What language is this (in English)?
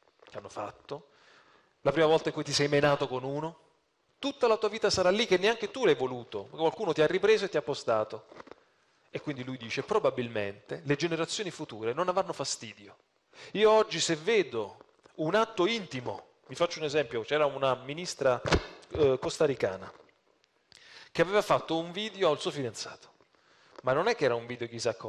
Italian